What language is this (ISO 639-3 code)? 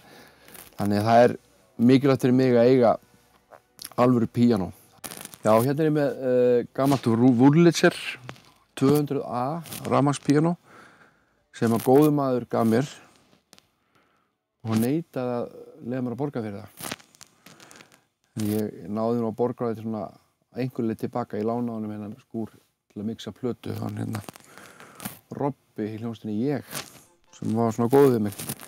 isl